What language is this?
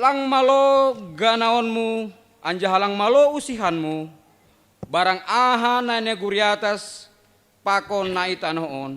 Batak Simalungun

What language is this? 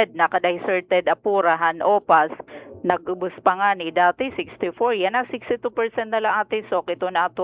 Waray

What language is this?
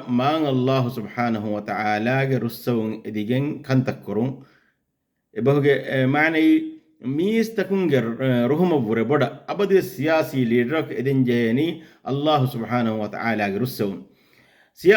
Divehi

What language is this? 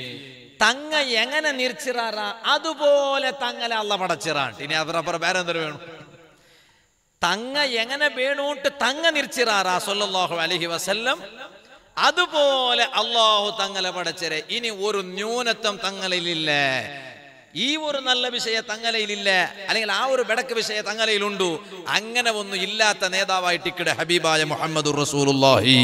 Malayalam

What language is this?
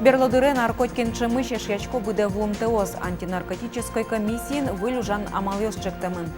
Udmurt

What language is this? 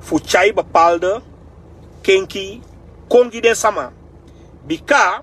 Sranan Tongo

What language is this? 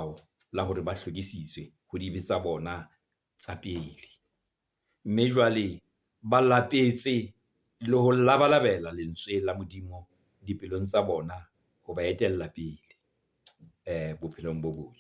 Southern Sotho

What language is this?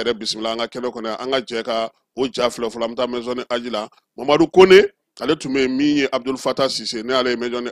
Bambara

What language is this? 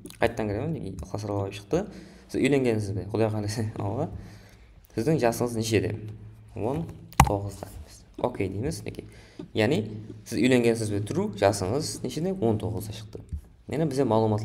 Kara-Kalpak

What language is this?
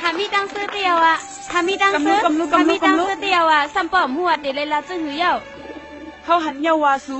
Shan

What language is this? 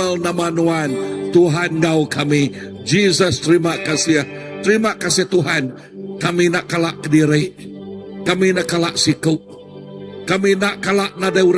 Iban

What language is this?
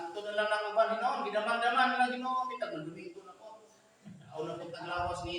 Cebuano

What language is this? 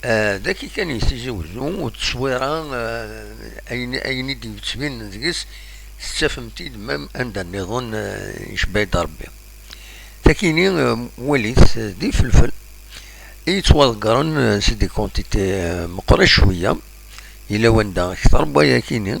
Kabyle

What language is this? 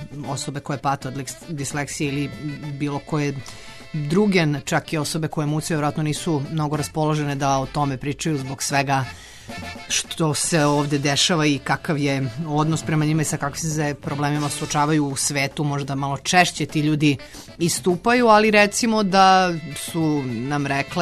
Serbian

